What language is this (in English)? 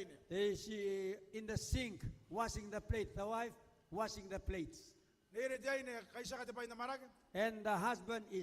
Gilbertese